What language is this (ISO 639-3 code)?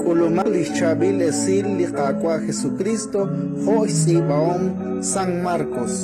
kek